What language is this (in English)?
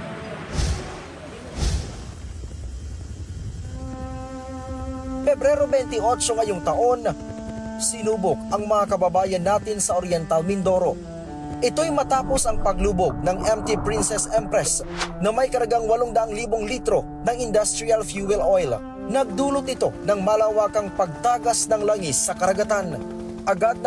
Filipino